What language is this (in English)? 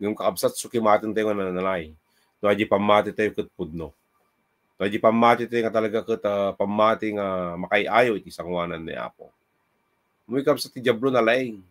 Iloko